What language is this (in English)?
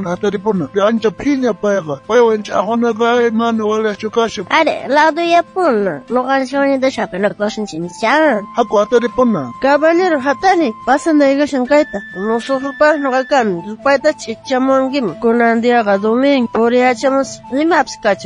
South Bolivian Quechua